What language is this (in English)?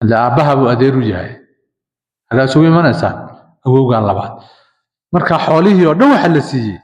Somali